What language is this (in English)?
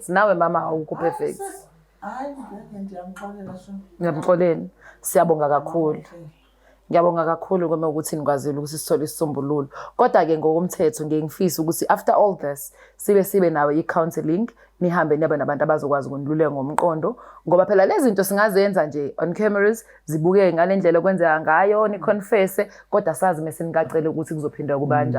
Zulu